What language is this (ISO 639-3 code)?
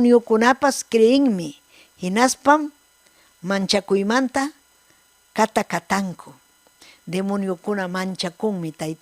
quy